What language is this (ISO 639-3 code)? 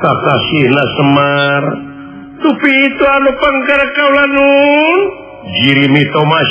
sun